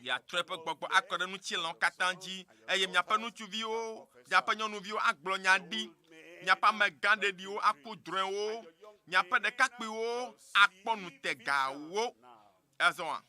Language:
Ewe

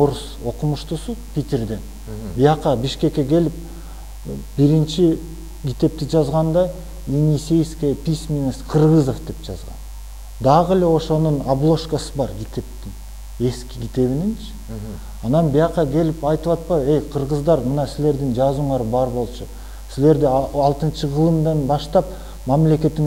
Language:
Kyrgyz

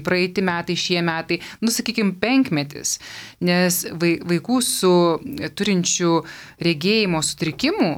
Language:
Lithuanian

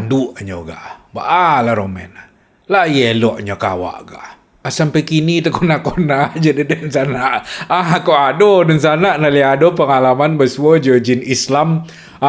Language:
Minangkabau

